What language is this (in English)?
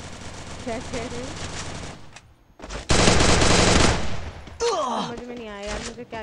Hindi